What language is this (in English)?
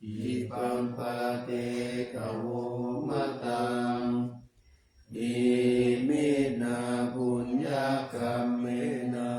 Pali